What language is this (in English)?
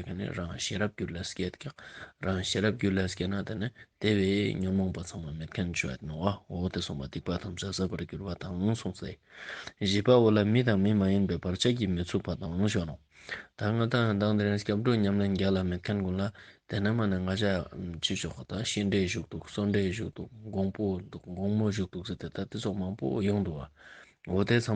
Ladakhi